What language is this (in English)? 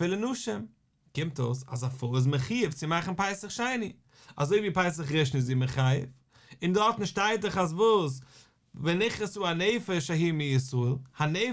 Yiddish